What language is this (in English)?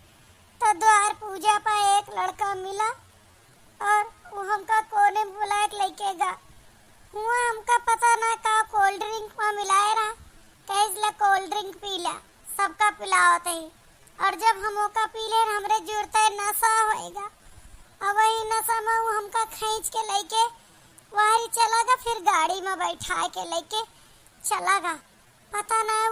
Awadhi